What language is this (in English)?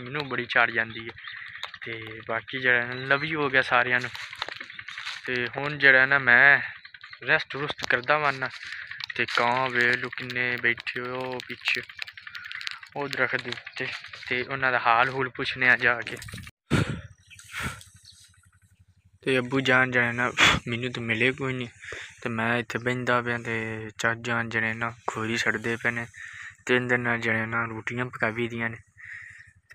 Punjabi